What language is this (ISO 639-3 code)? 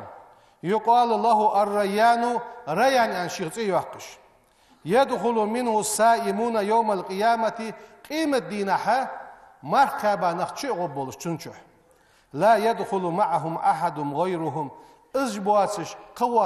inh